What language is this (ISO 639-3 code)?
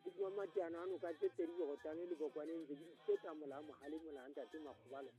sot